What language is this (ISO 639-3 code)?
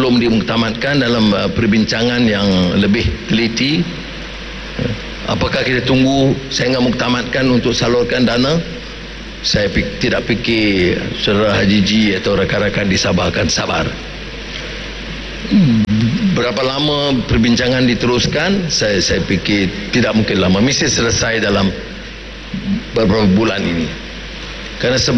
msa